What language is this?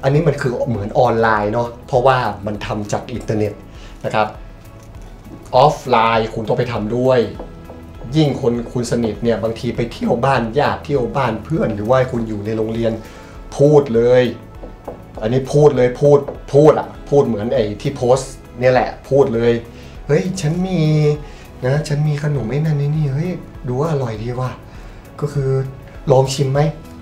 Thai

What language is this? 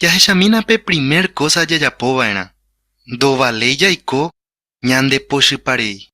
Guarani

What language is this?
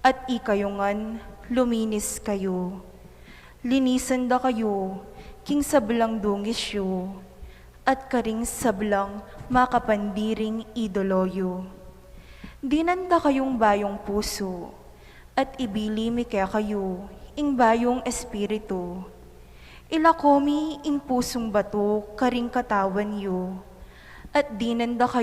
Pampanga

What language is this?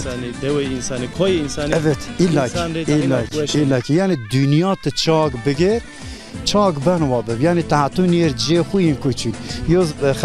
Zaza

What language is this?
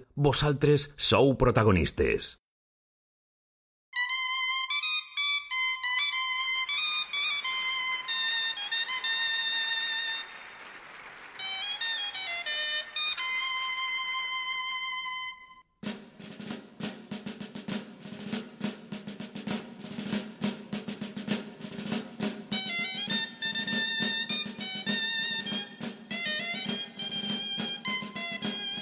Catalan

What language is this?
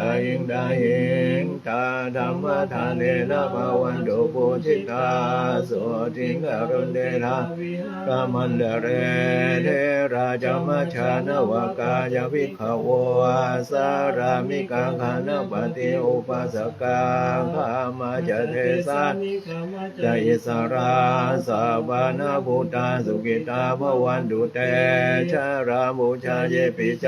Pali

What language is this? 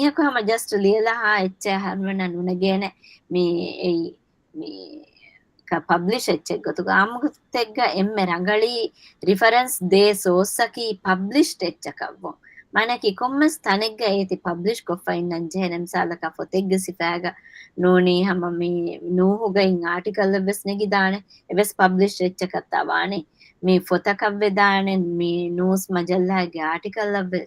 Divehi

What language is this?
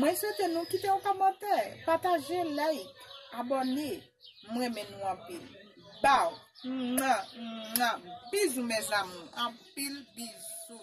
Haitian Creole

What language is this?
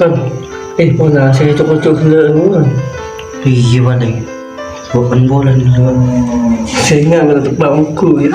Madurese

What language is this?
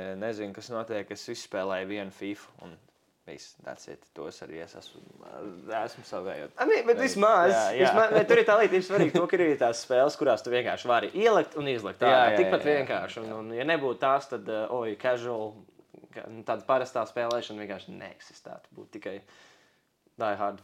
Latvian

